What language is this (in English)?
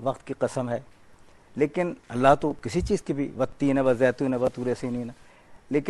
Urdu